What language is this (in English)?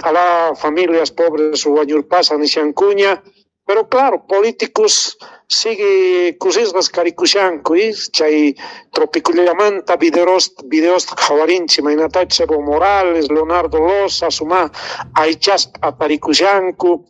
Quechua